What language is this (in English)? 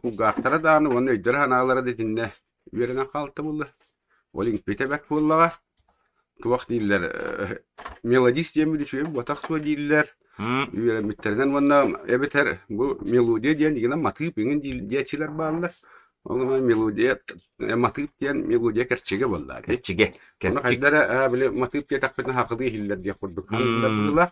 Yakut